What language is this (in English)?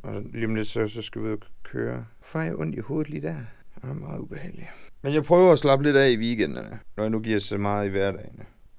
Danish